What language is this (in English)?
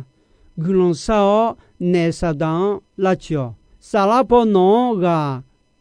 Akha